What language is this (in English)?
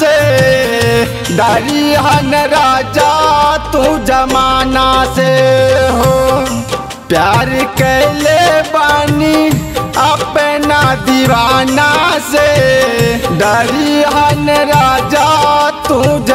Bhojpuri